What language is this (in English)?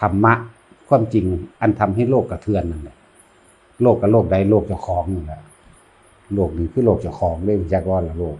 Northeastern Thai